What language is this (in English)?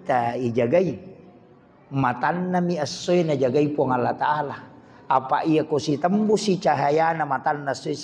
Buginese